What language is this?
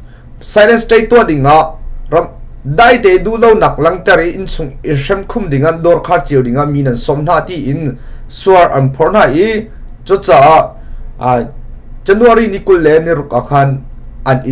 Hakha Chin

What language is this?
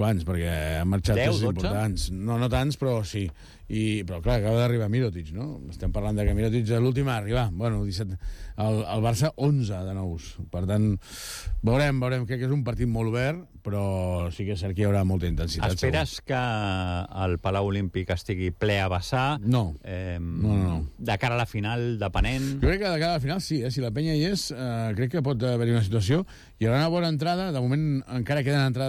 Catalan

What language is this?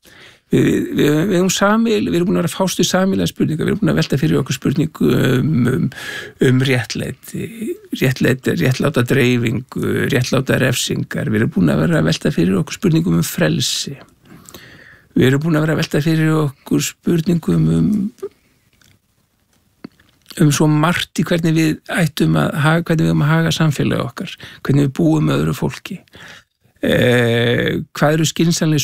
Icelandic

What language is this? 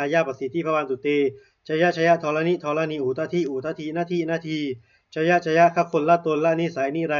Pali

